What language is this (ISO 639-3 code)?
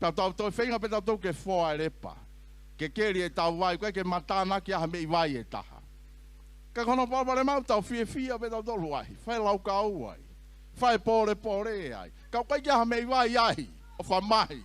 ton